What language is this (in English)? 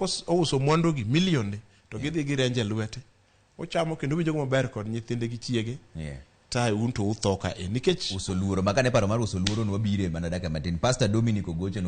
Luo (Kenya and Tanzania)